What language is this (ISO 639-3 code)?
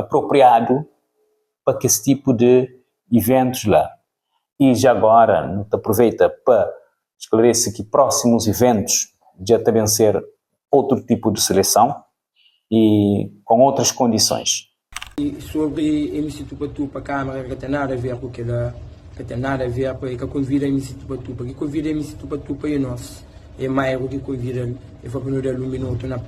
kea